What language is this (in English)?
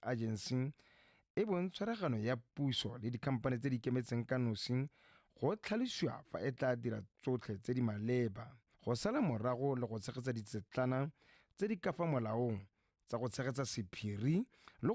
Tswana